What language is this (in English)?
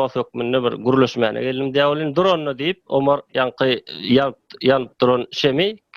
Turkmen